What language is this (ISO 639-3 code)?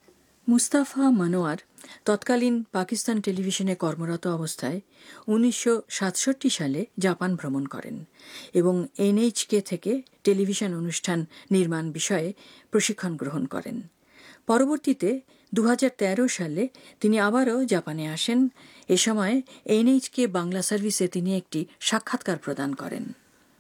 ben